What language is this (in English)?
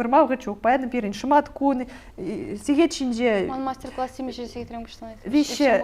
Chuvash